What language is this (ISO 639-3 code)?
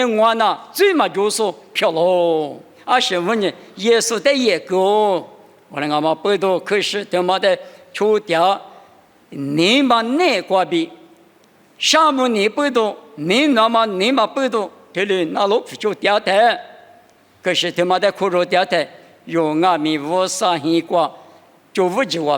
lis